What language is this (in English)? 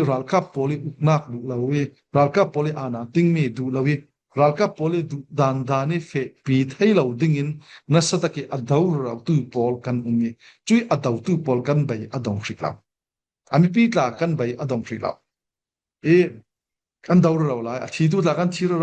Falam Chin